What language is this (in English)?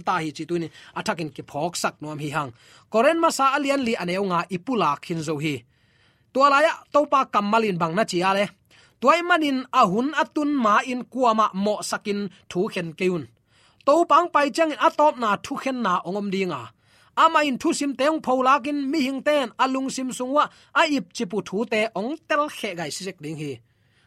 Tedim Chin